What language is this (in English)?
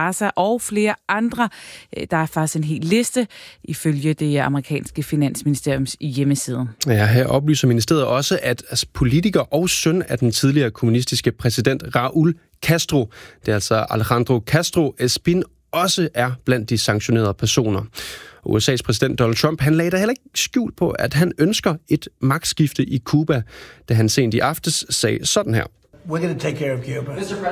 Danish